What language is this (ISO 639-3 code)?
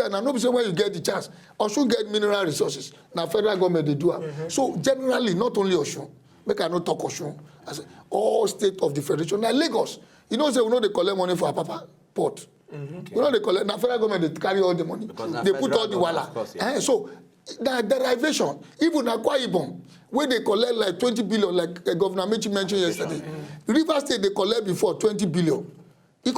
pcm